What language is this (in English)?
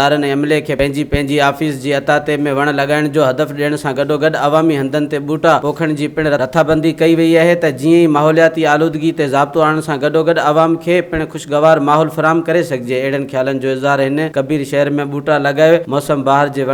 Sindhi